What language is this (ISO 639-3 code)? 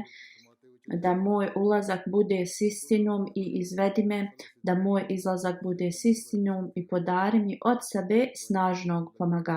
bos